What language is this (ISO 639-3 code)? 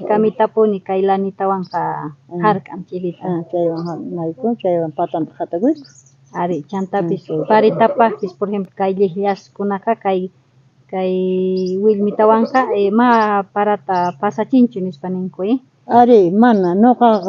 quh